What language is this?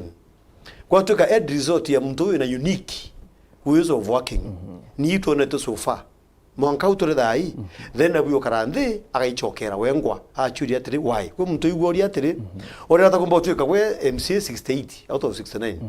Meru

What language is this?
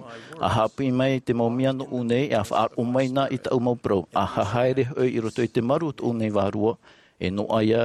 Tahitian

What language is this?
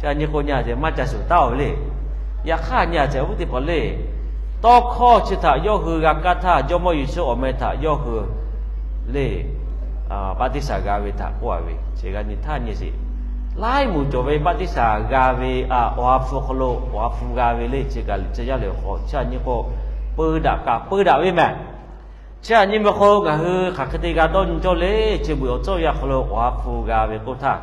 Lahu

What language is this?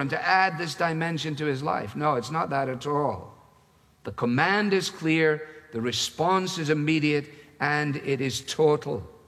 English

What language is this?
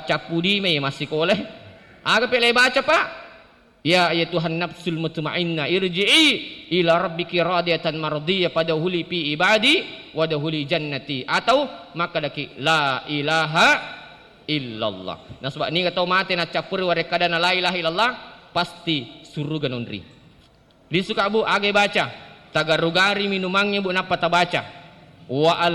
Buginese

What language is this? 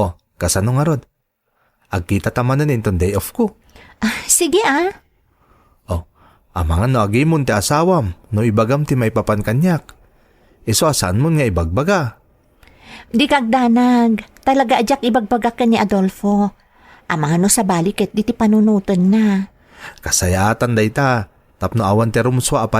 Iloko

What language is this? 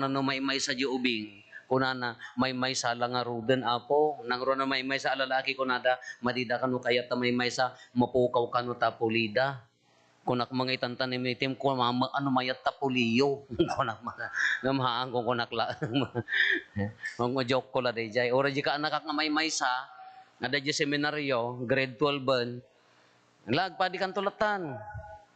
Iloko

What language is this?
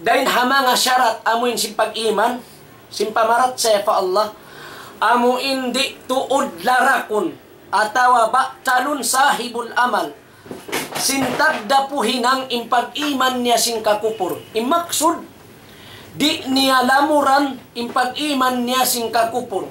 Tausug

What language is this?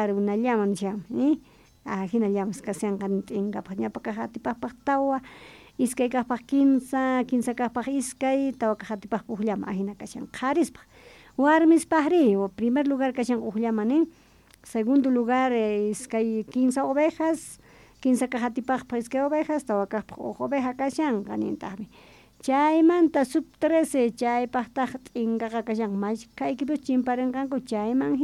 South Bolivian Quechua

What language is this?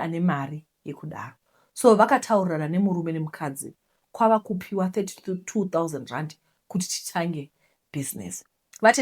Shona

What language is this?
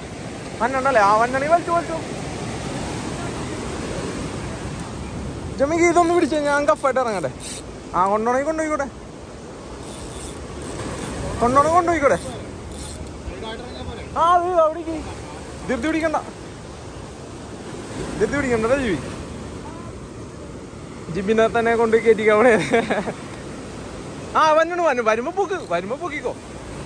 Malayalam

